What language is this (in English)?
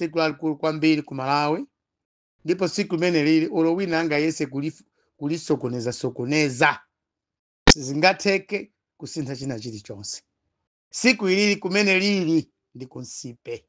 Nyanja